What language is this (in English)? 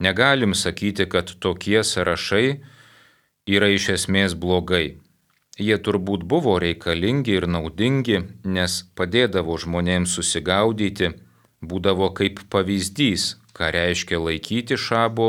Lithuanian